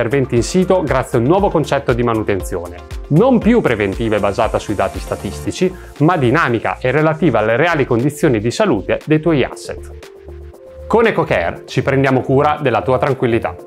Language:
Italian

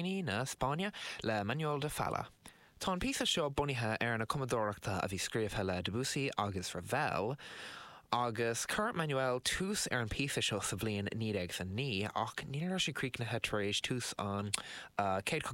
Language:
Irish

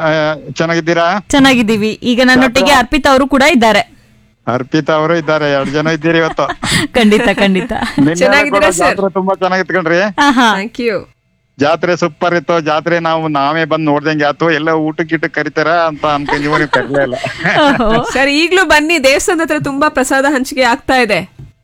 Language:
Kannada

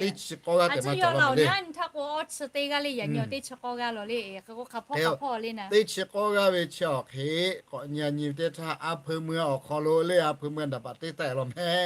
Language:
Lahu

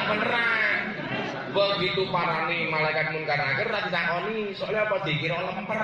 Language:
Javanese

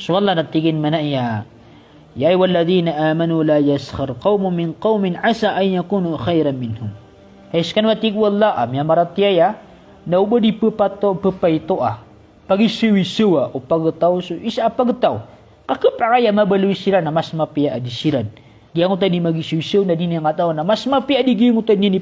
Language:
Maranao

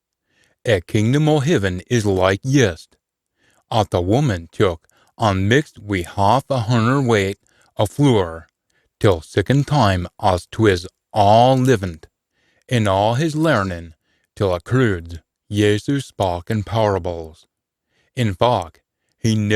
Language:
Scots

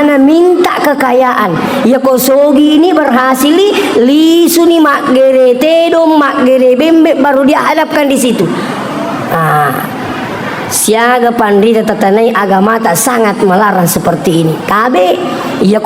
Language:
Buginese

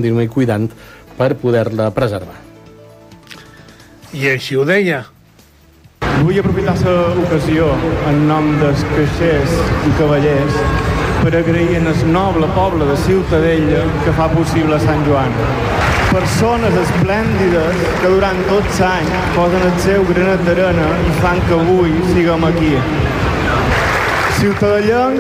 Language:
Catalan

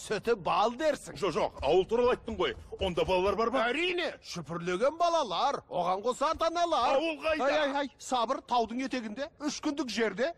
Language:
Kazakh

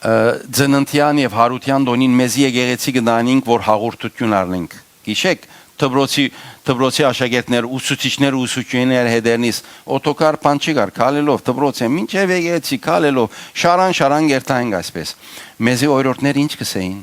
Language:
Western Armenian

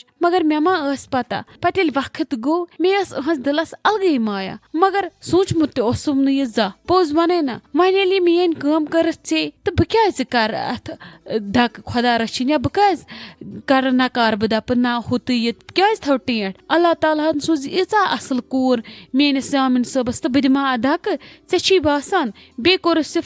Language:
Kashmiri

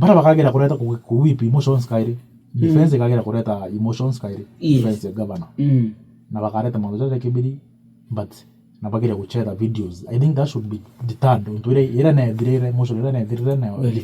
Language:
Meru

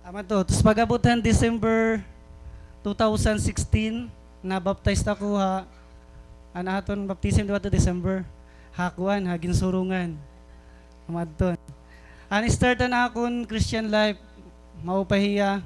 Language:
Waray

